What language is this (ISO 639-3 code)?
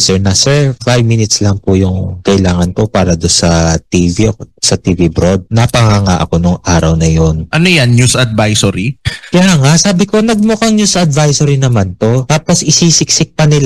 fil